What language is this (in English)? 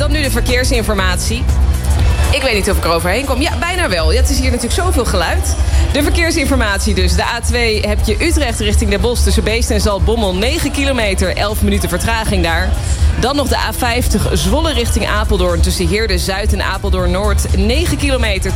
Dutch